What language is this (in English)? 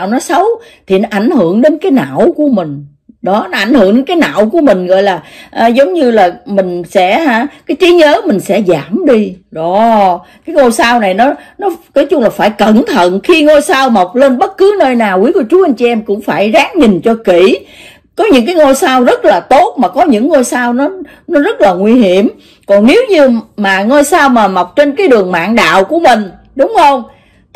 Vietnamese